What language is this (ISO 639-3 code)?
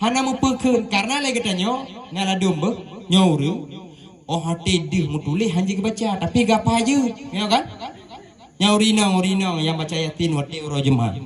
ace